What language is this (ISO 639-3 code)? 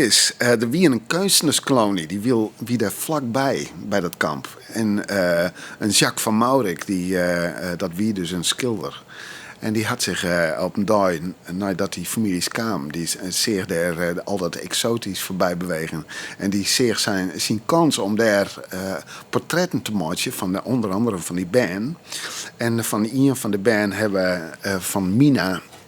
fry